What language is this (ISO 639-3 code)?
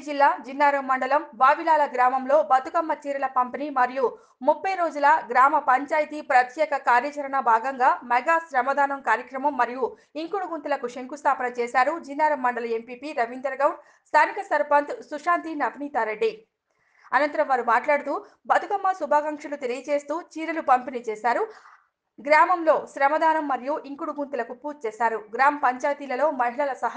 tel